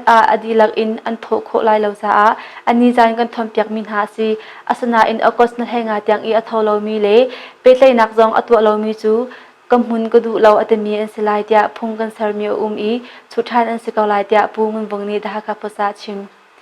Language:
Hakha Chin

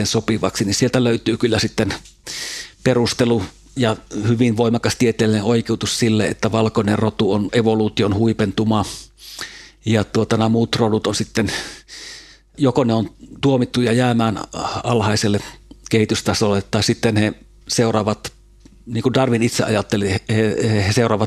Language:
Finnish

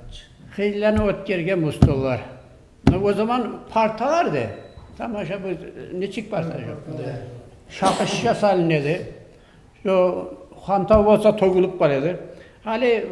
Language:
Kumyk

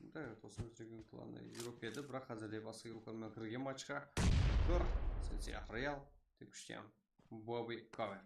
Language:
Kara-Kalpak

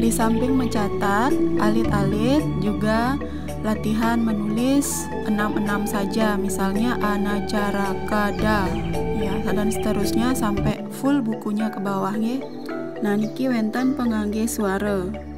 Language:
Balinese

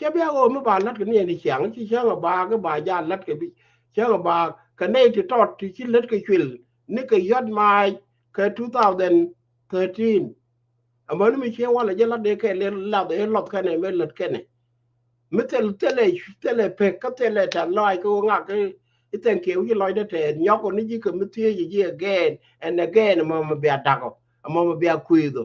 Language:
Nuer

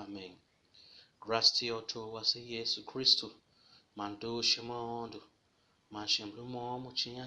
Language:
Tiv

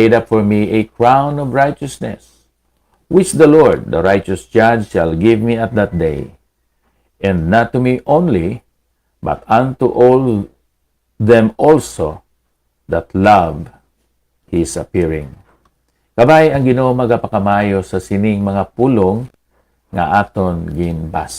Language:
Hiligaynon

